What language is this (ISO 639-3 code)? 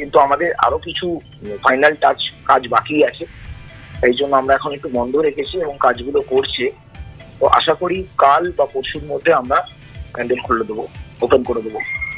ben